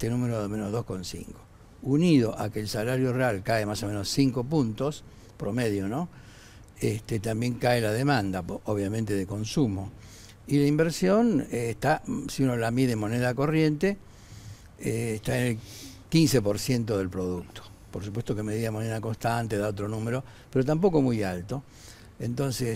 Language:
Spanish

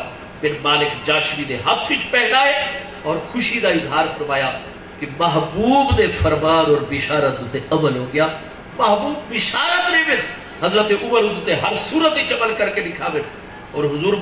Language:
Saraiki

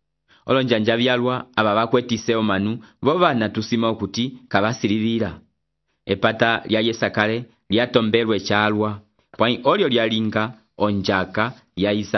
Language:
Umbundu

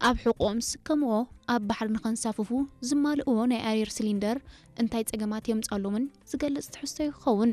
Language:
Tigrinya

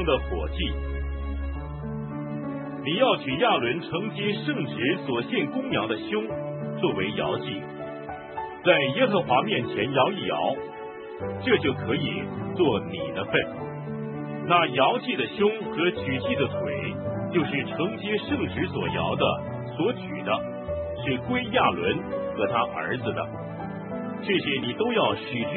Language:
Chinese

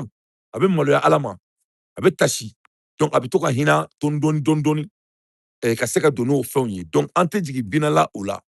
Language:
Bambara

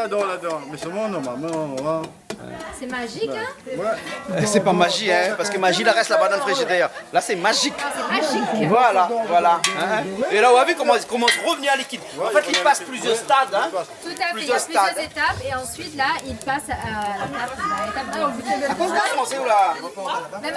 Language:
Réunion Creole French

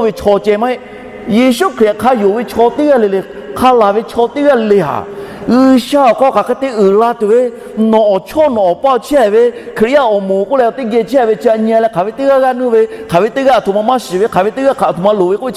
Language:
Lahu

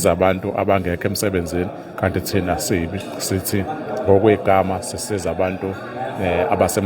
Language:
Zulu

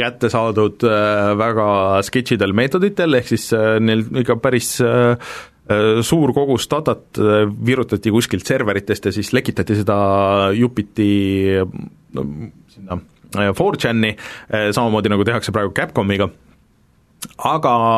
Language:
Estonian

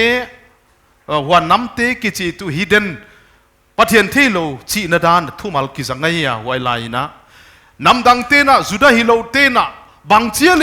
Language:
Paite Chin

